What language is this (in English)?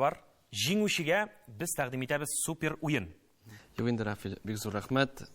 Tatar